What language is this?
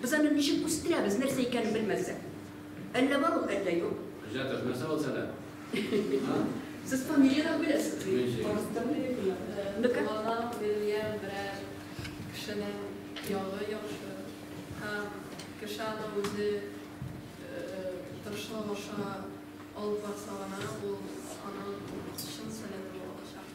Tatar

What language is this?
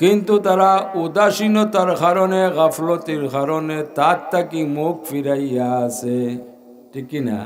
Sylheti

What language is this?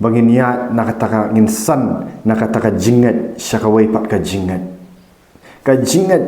Khasi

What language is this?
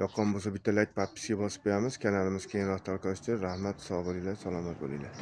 Uzbek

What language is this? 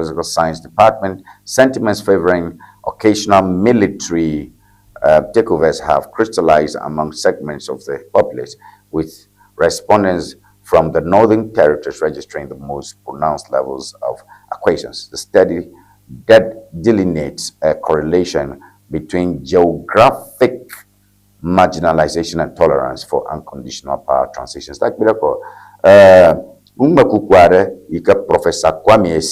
Ewe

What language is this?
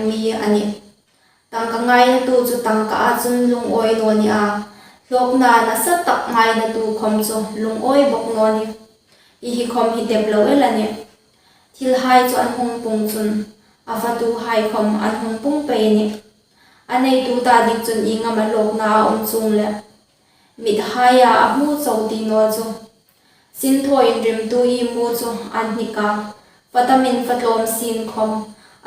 Hmar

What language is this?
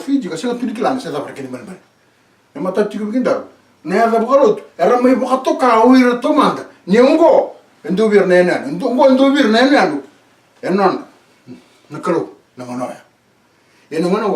Fijian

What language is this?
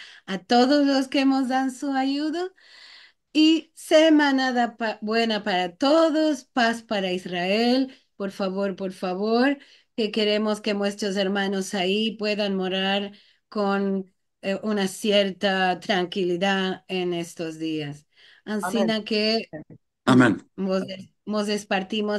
Ladino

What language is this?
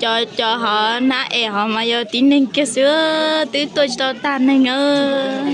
Hmong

